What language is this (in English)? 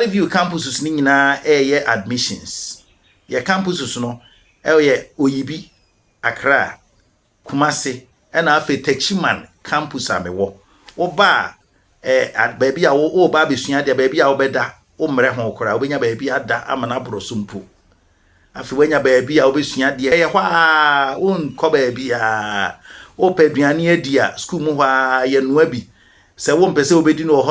Akan